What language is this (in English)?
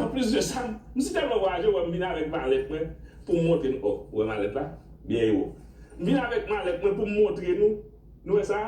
Haitian Creole